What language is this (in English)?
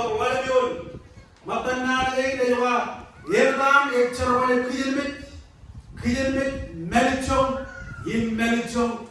Marshallese